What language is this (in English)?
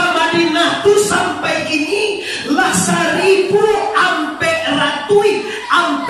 Minangkabau